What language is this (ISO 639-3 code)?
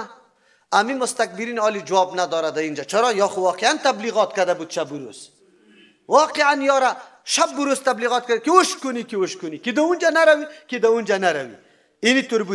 fas